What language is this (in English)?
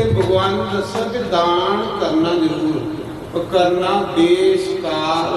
Dogri